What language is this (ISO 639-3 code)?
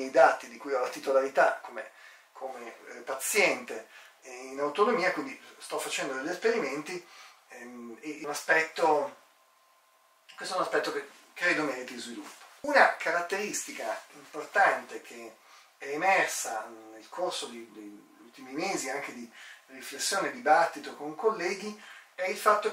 ita